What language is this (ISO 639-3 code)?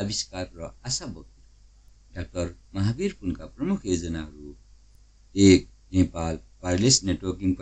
nep